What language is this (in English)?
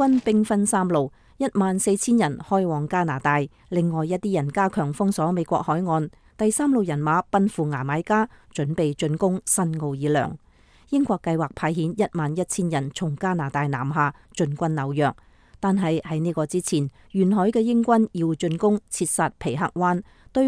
Cantonese